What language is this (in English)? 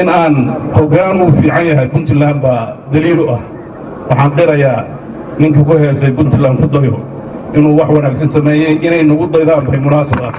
Somali